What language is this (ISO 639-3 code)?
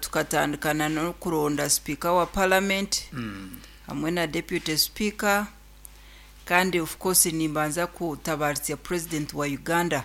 nyn